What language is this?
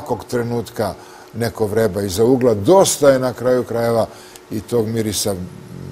Serbian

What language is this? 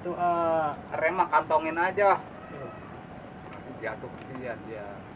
Betawi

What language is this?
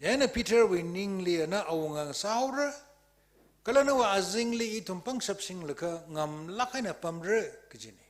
Tangkhul Naga (India)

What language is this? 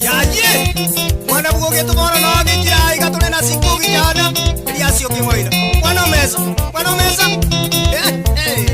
Gusii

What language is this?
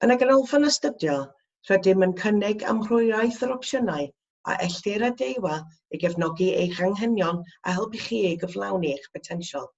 Welsh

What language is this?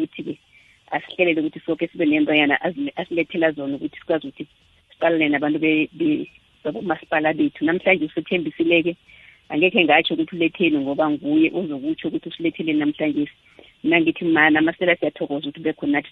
South Ndebele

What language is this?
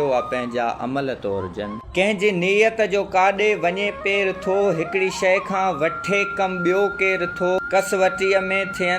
Sindhi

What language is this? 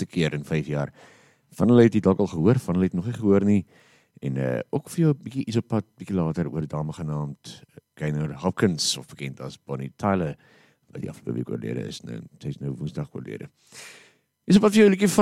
Afrikaans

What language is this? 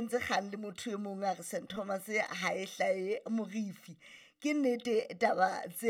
Southern Sotho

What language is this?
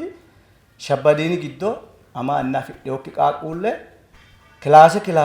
Sidamo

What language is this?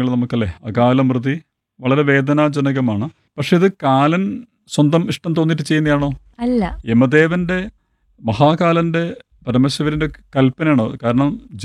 Malayalam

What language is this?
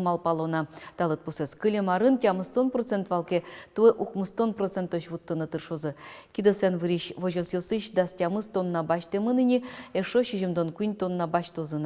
Udmurt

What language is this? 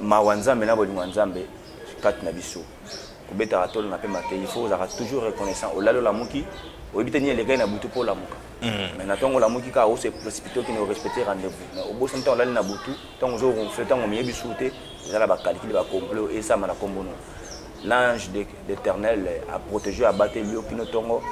Lingala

